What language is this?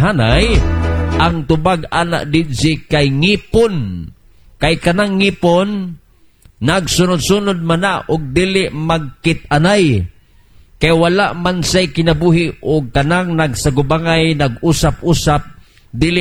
Cebuano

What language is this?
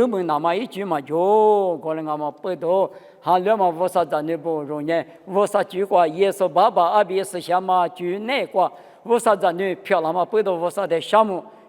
Lisu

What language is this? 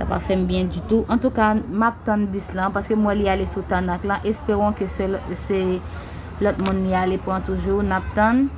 Haitian Creole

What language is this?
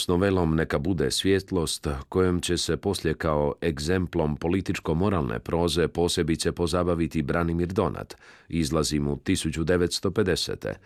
Croatian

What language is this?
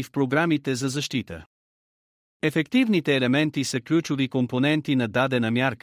Bulgarian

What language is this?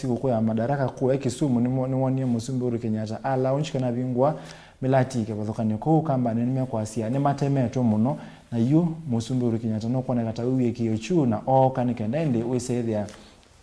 Kamba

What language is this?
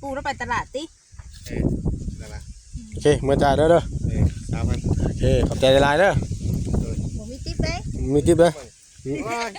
Northeastern Thai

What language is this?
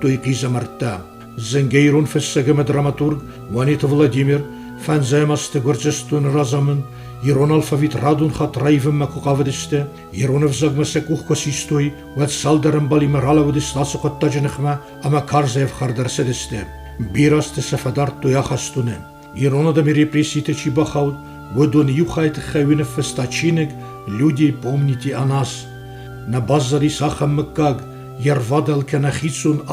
Ossetic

